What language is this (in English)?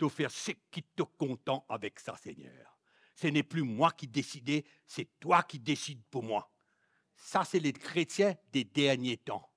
Morisyen